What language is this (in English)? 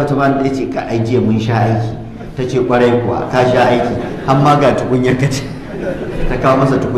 Hausa